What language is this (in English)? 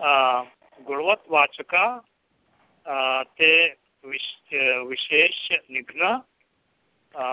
Sanskrit